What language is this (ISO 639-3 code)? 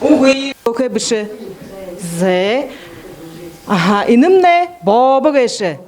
bua